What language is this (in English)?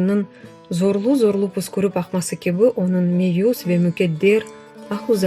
Crimean Tatar